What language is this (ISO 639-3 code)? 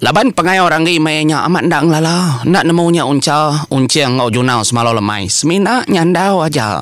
iba